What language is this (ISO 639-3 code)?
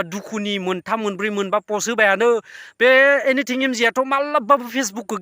brx